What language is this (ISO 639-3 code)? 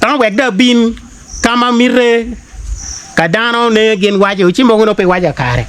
ach